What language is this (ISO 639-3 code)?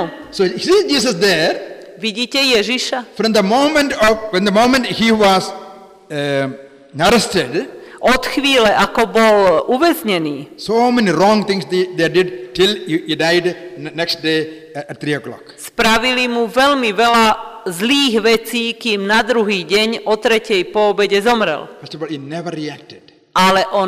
slk